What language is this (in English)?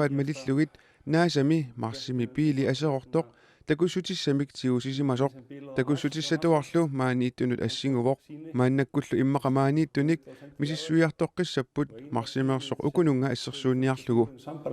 Kalaallisut